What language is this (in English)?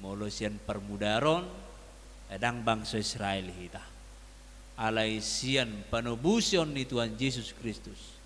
Batak Toba